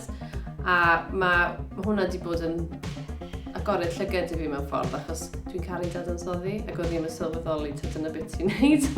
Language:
Welsh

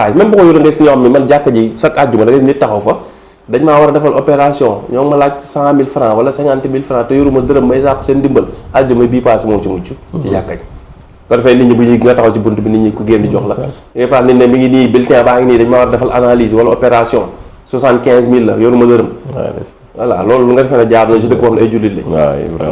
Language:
Wolof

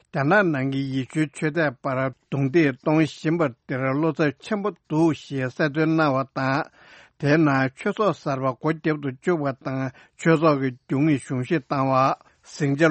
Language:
Tibetan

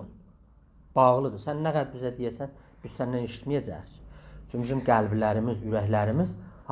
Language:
South Azerbaijani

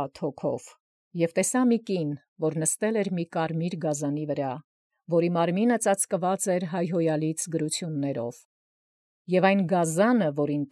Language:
Armenian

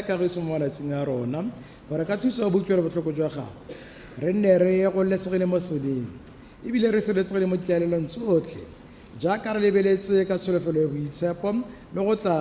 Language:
Tswana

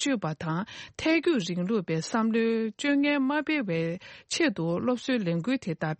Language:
Tibetan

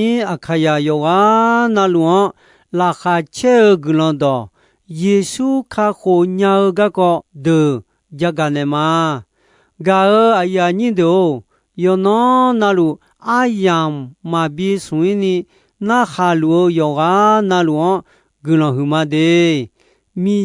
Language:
Akha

